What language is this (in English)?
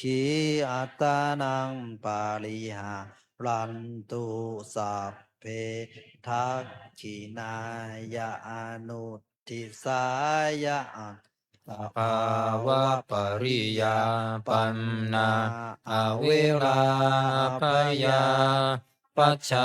Pali